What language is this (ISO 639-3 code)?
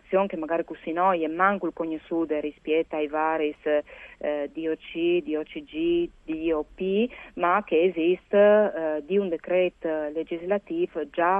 fur